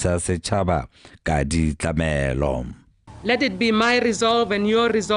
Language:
Tswana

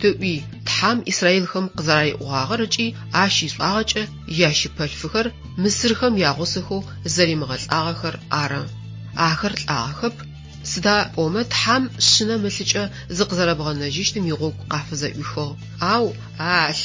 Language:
Adyghe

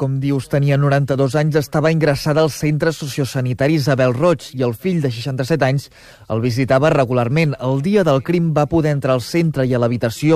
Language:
Catalan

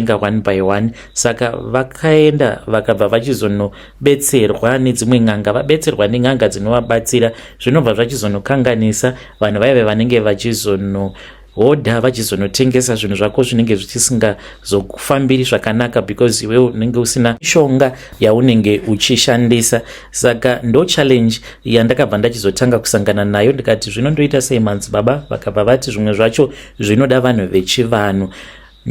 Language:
Shona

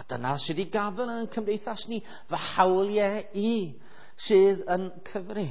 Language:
Welsh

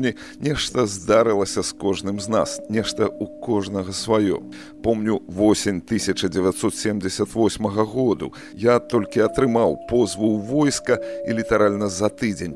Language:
Belarusian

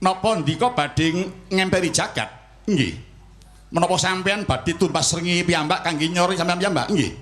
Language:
Javanese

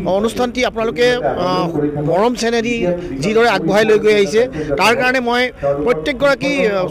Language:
Assamese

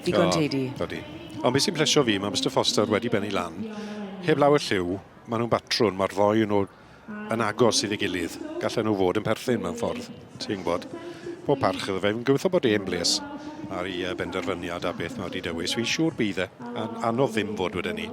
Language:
Welsh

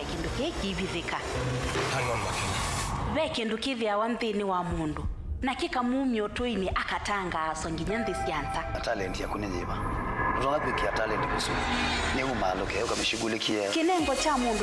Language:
Kamba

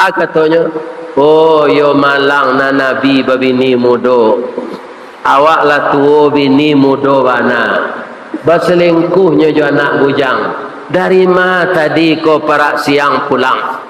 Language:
Minangkabau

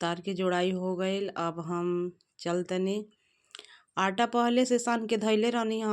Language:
Bhojpuri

